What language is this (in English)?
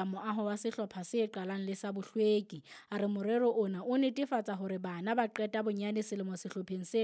Southern Sotho